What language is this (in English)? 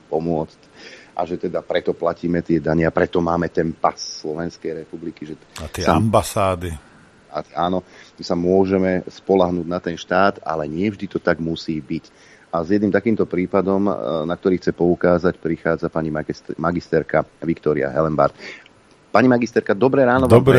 Slovak